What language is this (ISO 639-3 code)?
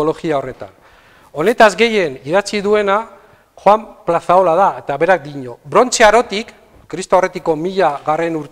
eus